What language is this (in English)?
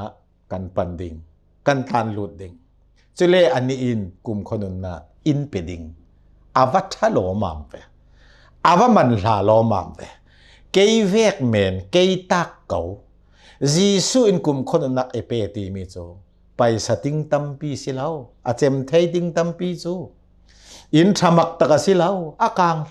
Hakha Chin